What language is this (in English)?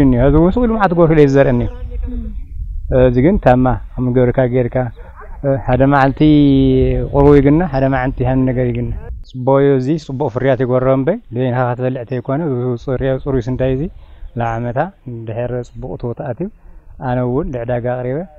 Tigrinya